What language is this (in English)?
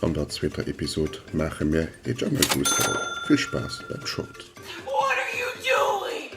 Luxembourgish